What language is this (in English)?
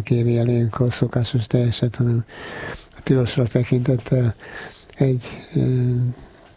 Hungarian